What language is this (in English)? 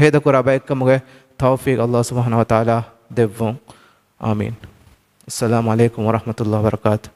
Divehi